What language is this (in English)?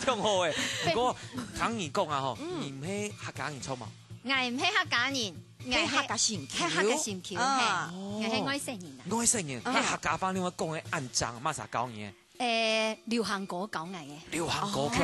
Hakka Chinese